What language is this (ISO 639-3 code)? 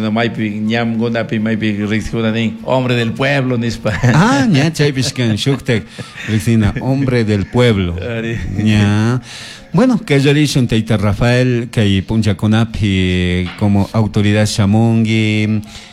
qug